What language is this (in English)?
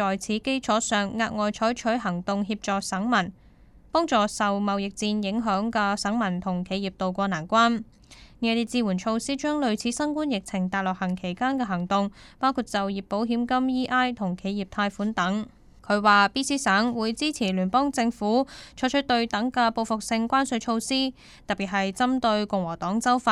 Cantonese